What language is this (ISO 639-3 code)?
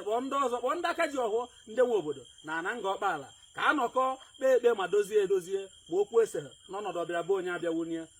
ibo